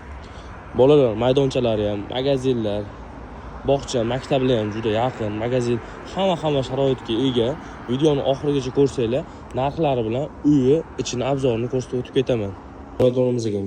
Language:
Uzbek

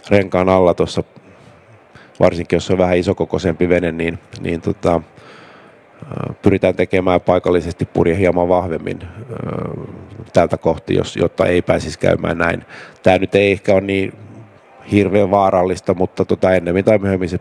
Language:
Finnish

